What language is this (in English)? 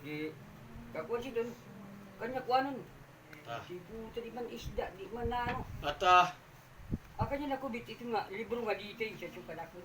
Waray